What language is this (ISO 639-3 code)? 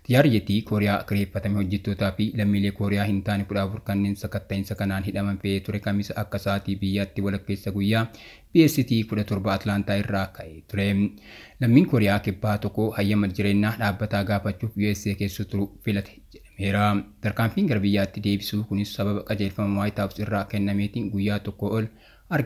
orm